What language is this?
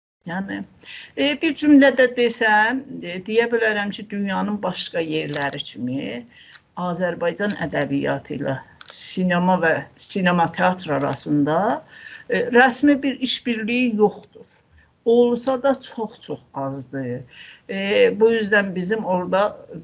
South Azerbaijani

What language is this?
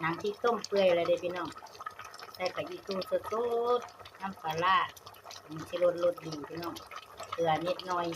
Lao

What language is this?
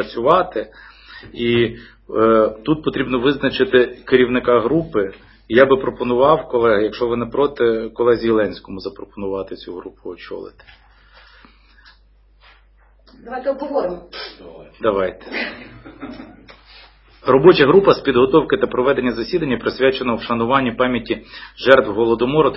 Ukrainian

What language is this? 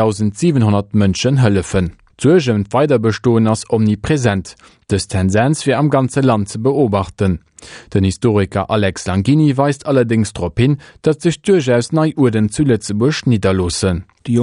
Luxembourgish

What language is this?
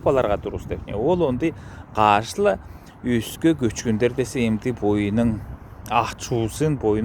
Southern Altai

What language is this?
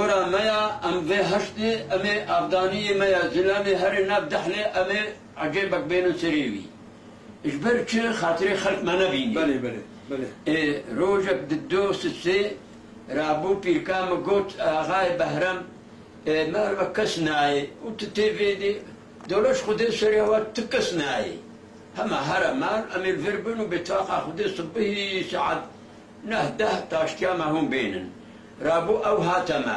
Kurdish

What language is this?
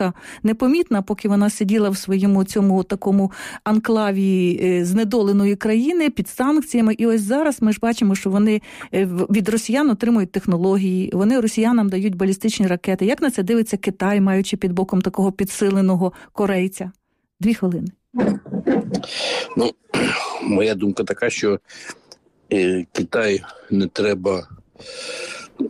Ukrainian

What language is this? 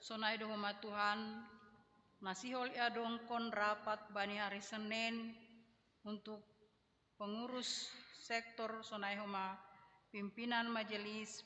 Batak Simalungun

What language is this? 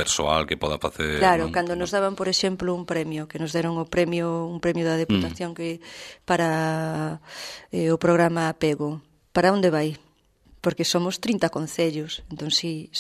Galician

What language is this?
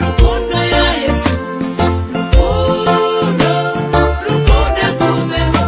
Nyoro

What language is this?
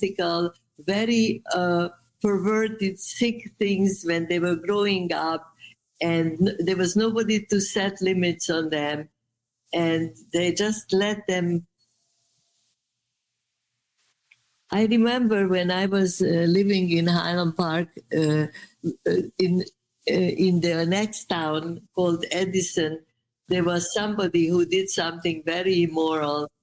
English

